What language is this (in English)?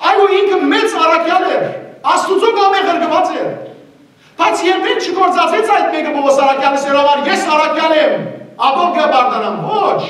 Western Armenian